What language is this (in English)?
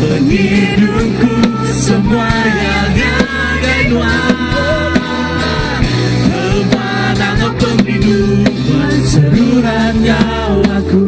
Iban